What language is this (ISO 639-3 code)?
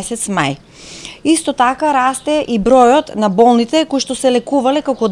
mkd